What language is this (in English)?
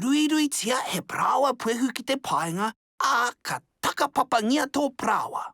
Māori